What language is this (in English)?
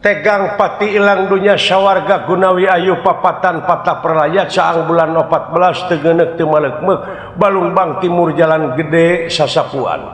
Sundanese